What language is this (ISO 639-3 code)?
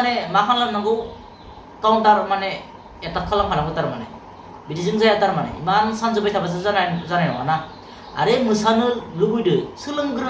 brx